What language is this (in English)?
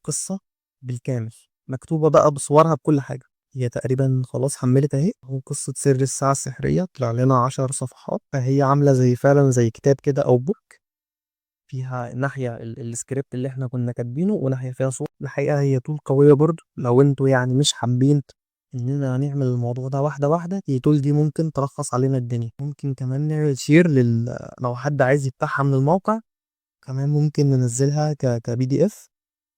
Egyptian Arabic